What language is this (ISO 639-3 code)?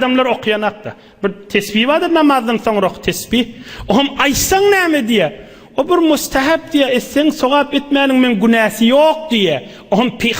tuk